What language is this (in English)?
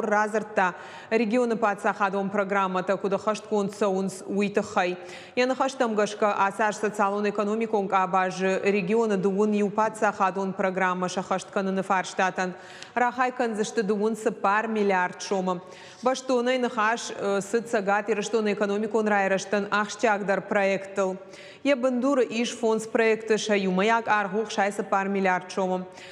Ossetic